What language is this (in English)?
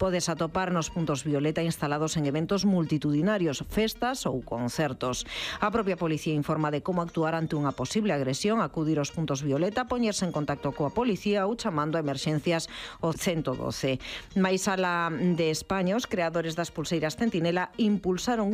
Galician